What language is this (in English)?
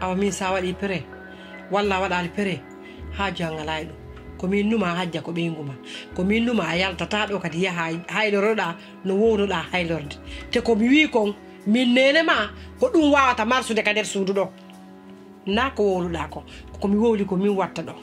Pular